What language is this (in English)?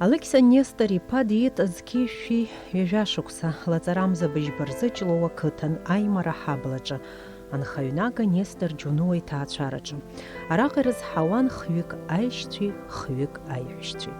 Abkhazian